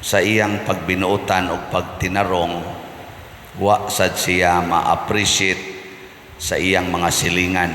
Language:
Cebuano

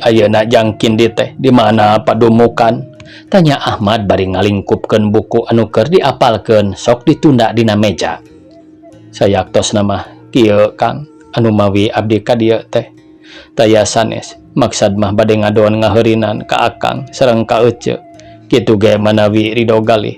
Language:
Sundanese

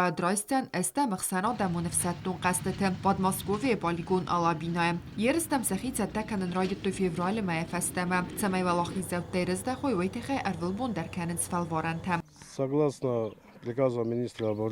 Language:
Ossetic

